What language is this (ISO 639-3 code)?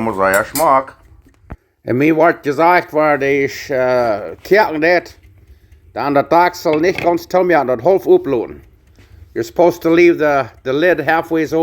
pdt